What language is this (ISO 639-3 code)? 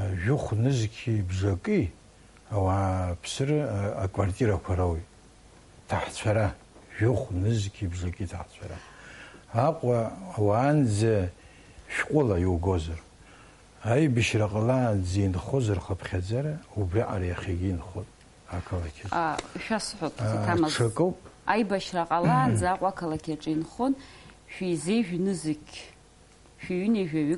abk